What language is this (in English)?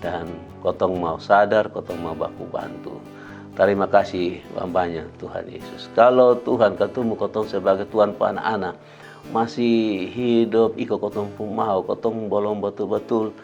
Kupang Malay